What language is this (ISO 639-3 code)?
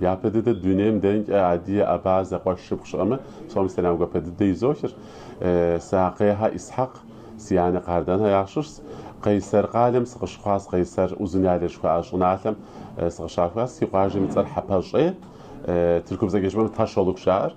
kbd